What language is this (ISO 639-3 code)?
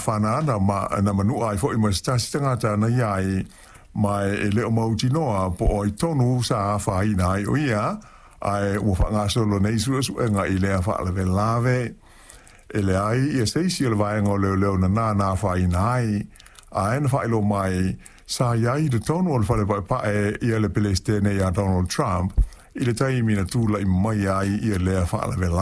smo